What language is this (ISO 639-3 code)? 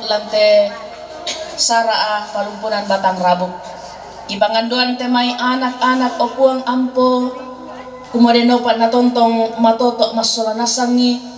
sda